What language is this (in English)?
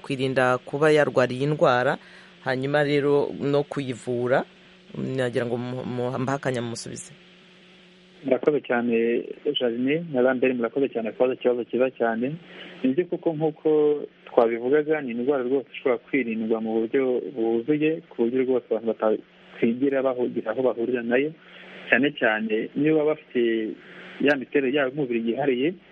Kinyarwanda